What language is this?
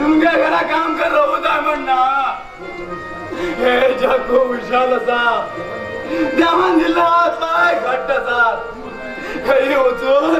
Konkani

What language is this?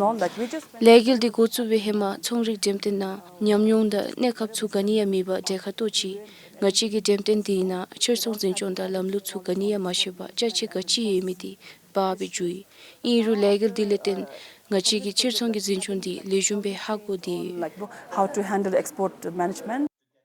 Dzongkha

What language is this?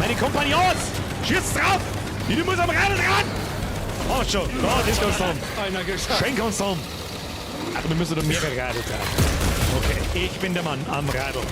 Bavarian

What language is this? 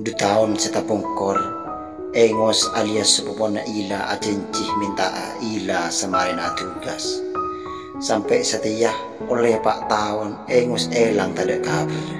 Madurese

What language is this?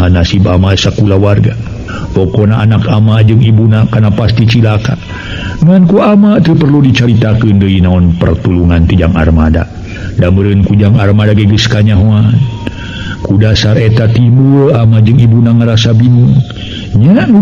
Sundanese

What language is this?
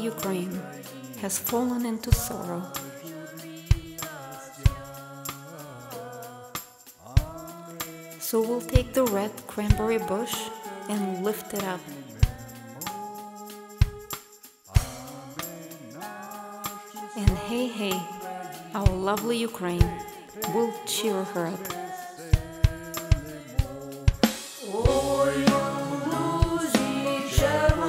Ukrainian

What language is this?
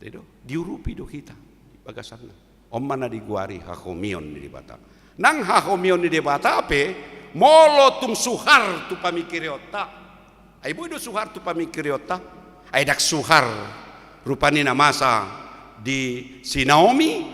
Batak Toba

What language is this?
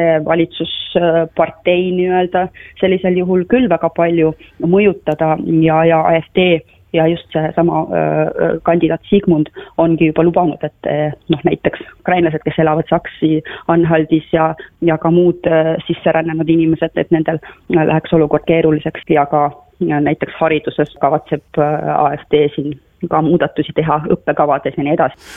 Estonian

